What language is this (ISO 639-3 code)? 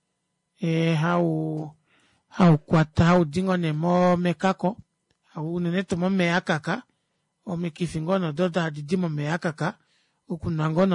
kua